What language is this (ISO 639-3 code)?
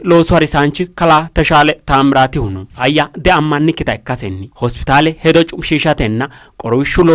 sid